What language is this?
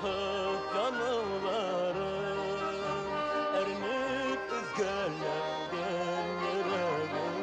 Bashkir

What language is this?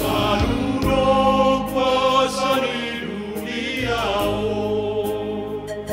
Batak Simalungun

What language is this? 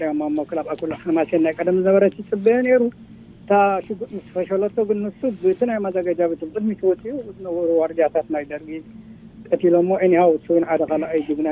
Tigrinya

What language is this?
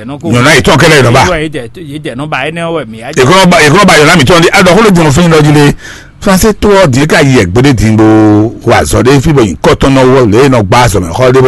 Fon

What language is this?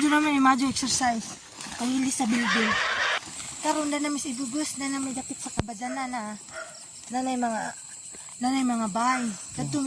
Cebuano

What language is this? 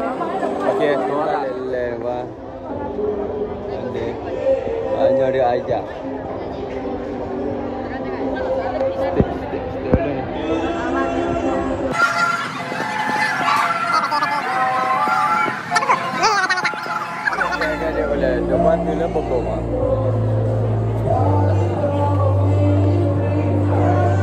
Malay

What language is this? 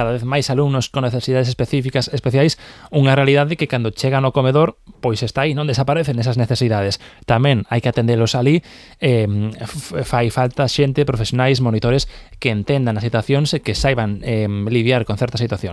Galician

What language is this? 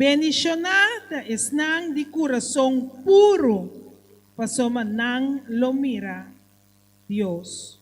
Papiamento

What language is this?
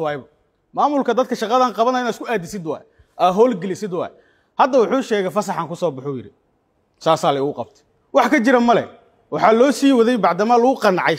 Somali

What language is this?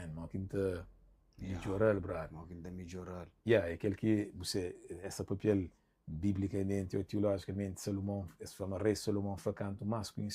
Kabuverdianu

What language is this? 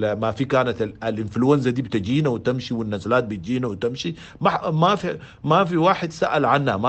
Sudanese Arabic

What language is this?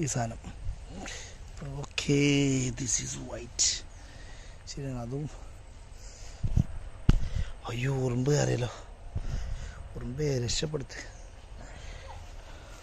Malayalam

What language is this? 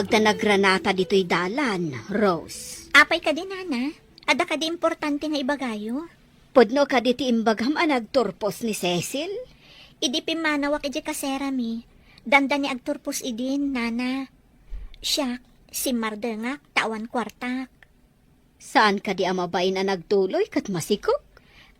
Iloko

